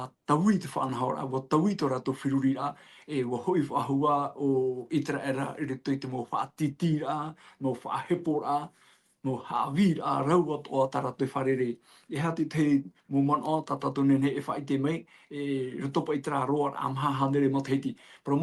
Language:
Tahitian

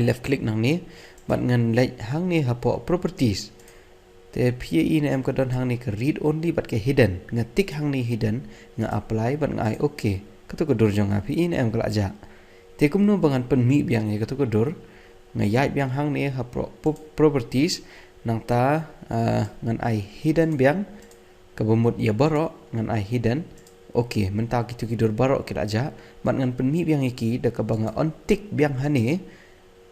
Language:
Khasi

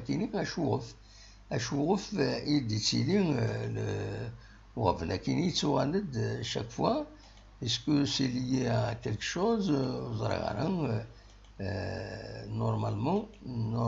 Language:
Kabyle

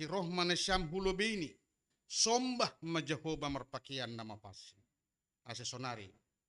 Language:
Batak Simalungun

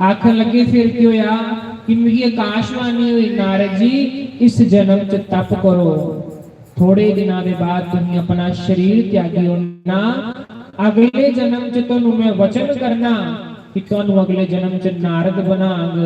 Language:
Dogri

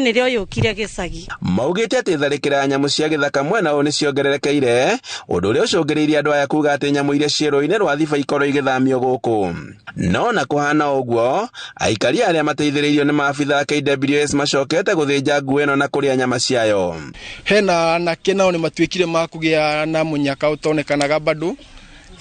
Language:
Kikuyu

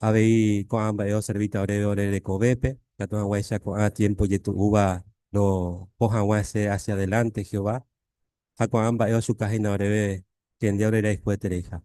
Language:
Guarani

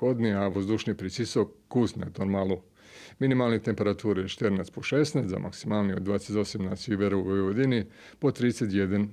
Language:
Rusyn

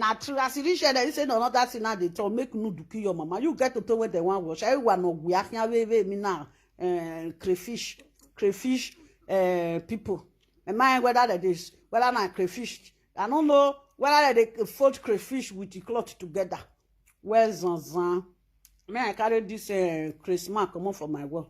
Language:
Nigerian Pidgin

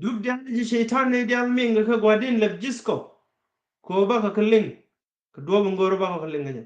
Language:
Nuer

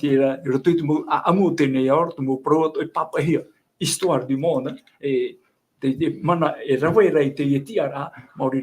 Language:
Tahitian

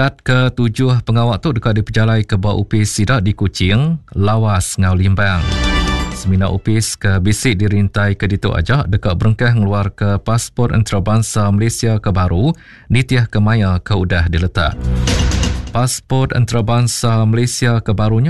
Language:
Iban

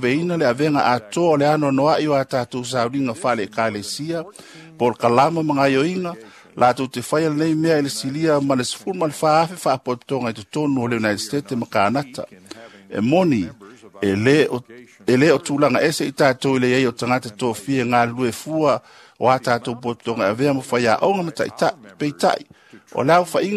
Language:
Samoan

